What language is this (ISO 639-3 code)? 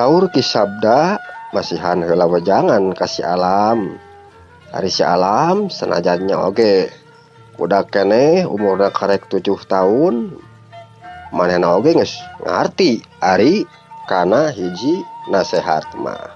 sun